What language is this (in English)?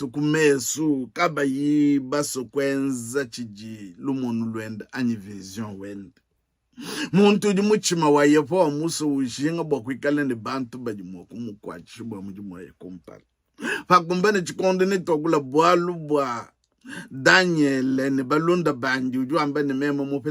Luba-Lulua